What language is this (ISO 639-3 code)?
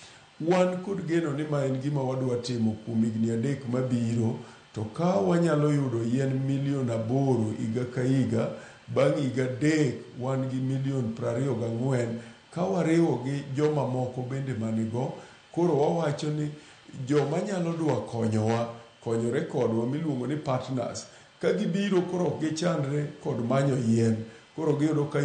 luo